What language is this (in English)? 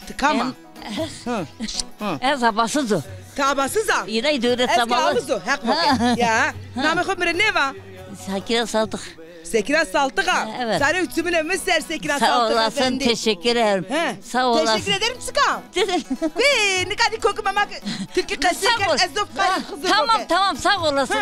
Zaza